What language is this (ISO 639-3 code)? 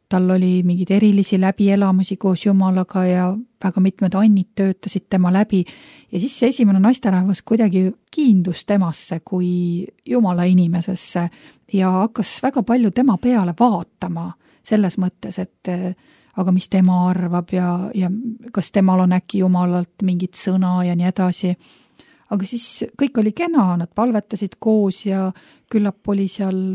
est